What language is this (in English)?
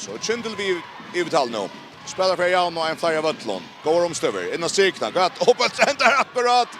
Faroese